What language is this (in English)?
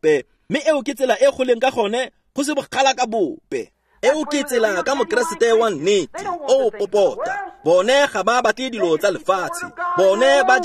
Tswana